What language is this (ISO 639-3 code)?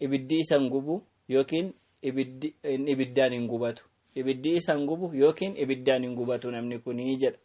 orm